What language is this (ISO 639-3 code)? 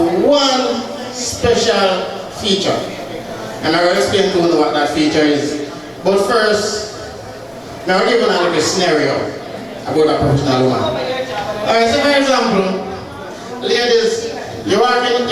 jam